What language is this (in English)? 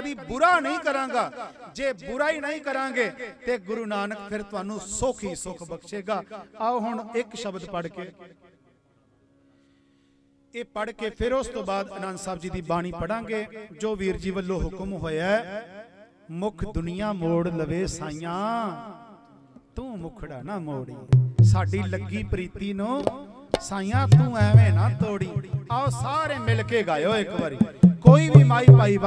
Punjabi